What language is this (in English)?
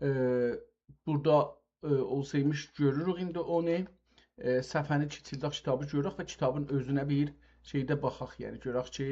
South Azerbaijani